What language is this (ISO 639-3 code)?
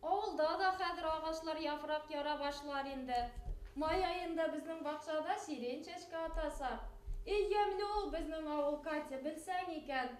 bak